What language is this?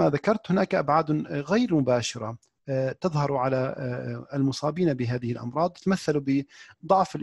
Arabic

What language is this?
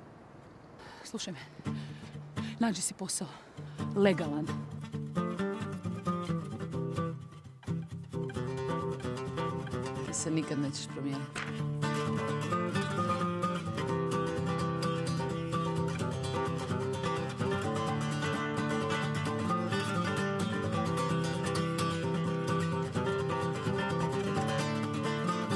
Croatian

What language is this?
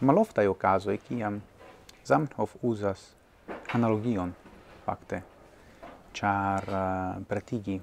Esperanto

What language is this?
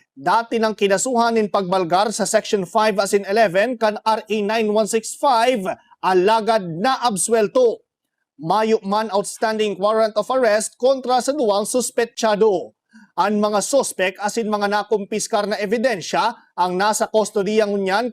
Bikol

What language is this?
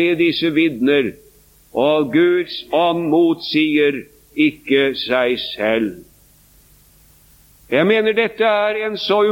Norwegian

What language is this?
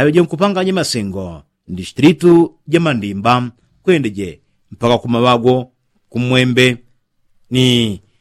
Yao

